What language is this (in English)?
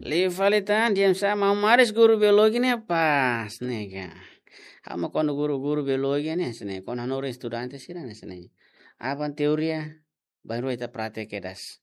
Tetum